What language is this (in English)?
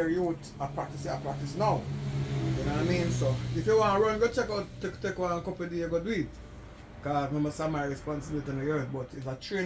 Jamaican Creole English